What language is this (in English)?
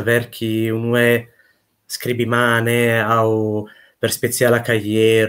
Esperanto